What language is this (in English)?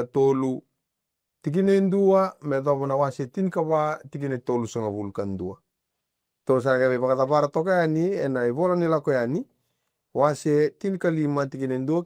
Fijian